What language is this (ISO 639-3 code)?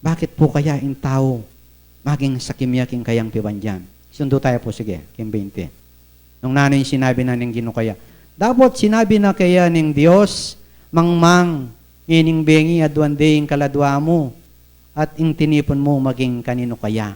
pam